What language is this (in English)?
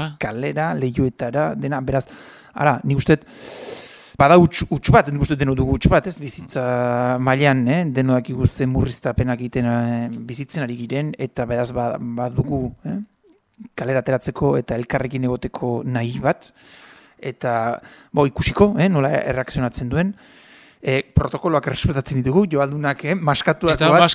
Basque